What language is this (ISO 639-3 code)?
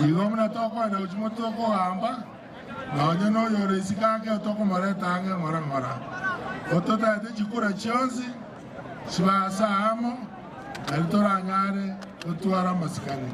guz